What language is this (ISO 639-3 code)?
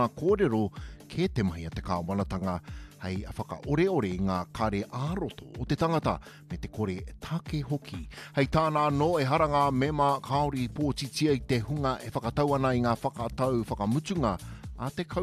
mri